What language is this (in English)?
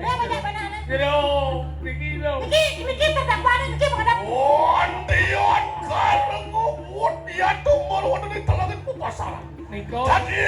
Balinese